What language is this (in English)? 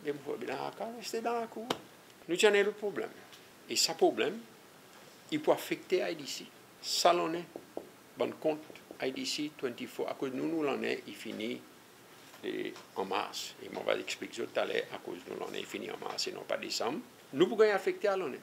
Seselwa Creole French